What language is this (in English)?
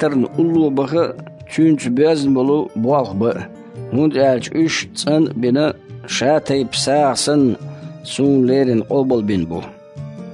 Chechen